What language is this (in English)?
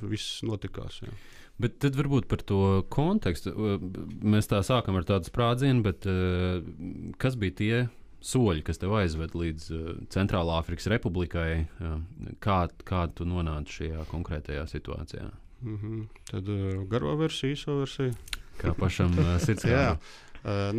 Latvian